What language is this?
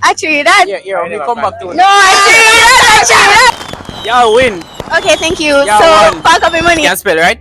Jamaican Creole English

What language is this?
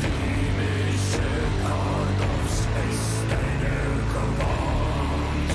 Erzya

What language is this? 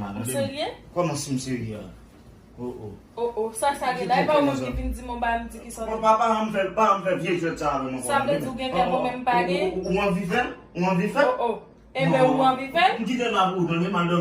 Haitian Creole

